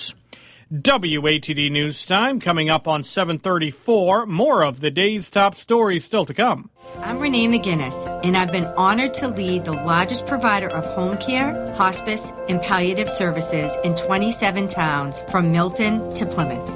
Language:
English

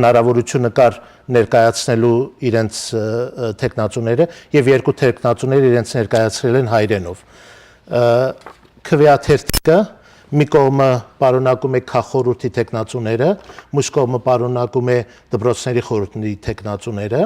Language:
Western Armenian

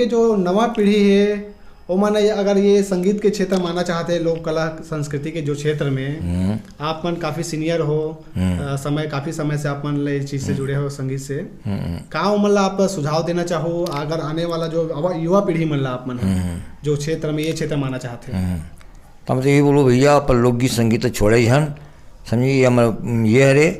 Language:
Chhattisgarhi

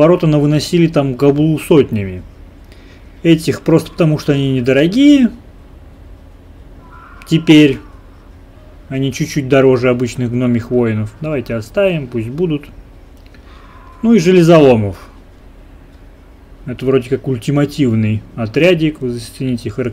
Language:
Russian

